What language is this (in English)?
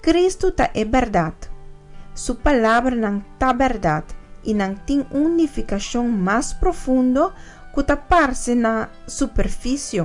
Papiamento